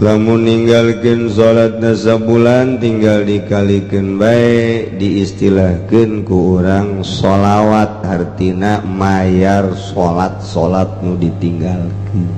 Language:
Sundanese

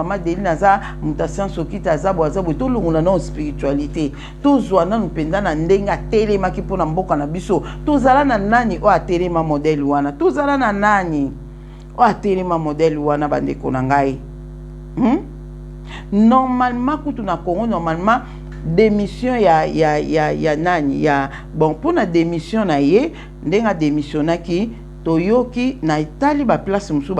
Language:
Lingala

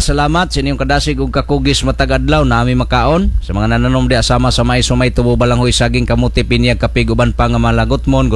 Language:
Cebuano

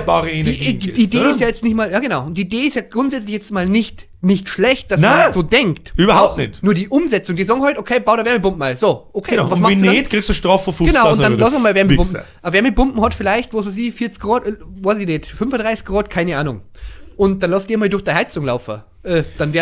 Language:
Bavarian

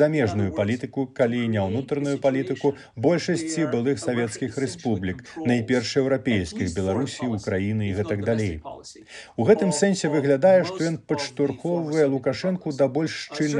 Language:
Belarusian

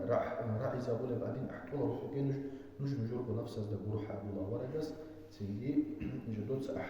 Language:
Avaric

